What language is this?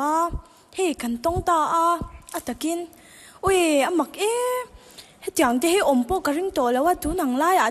Mizo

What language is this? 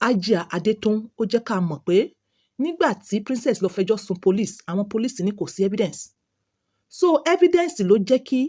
Yoruba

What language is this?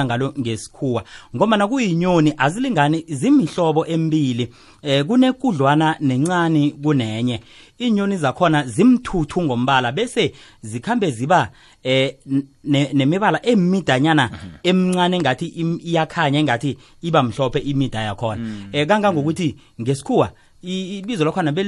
South Ndebele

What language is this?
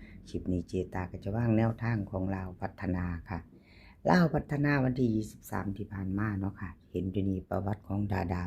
Northeastern Thai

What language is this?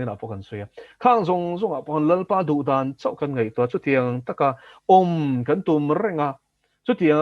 Mizo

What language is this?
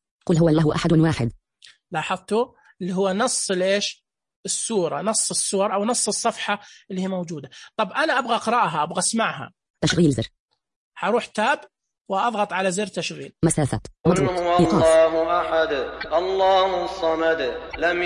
Najdi Arabic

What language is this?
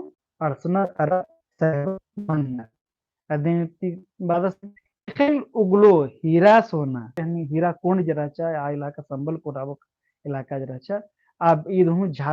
Kurukh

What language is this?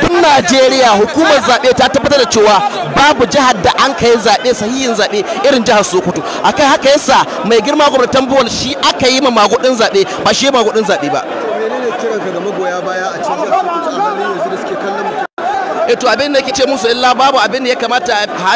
Hausa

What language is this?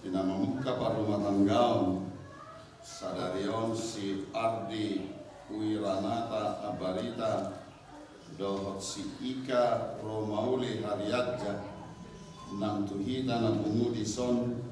Batak Toba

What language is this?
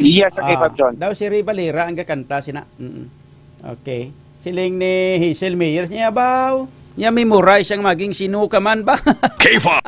Hiligaynon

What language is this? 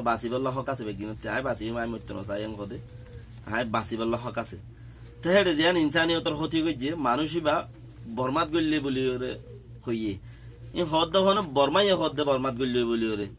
Rohingya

